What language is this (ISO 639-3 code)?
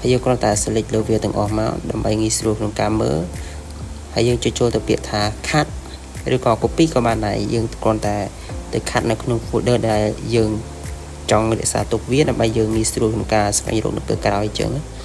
khm